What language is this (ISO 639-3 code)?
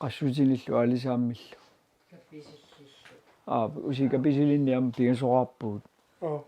kal